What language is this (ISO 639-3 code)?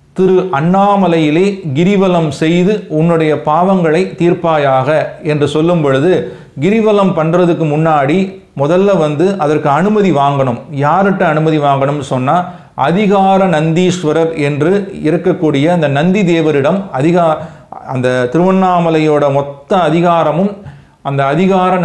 tam